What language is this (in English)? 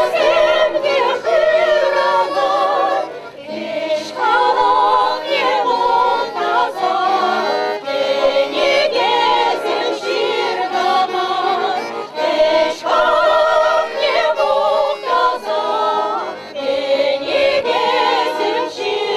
Chuvash